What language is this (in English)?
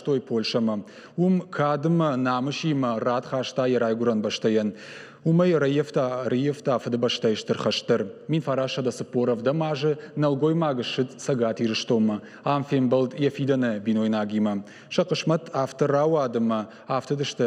Ossetic